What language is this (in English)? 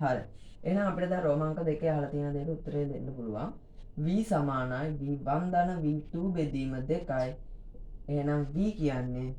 Sinhala